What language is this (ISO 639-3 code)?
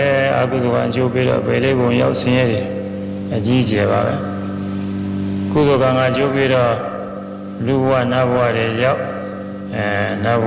mya